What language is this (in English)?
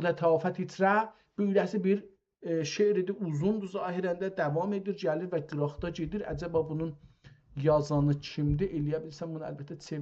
South Azerbaijani